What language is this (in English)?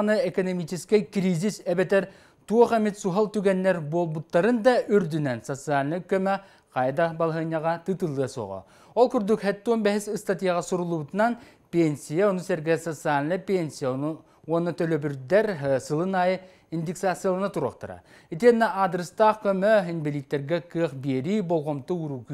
Yakut